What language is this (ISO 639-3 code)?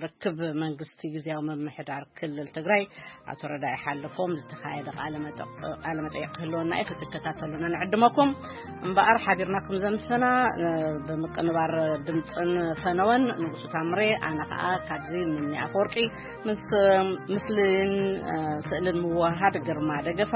tir